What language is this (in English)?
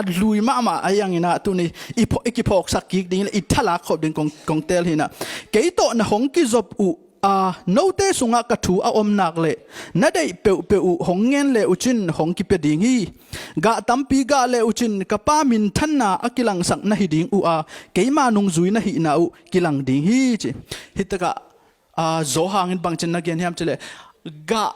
Tedim Chin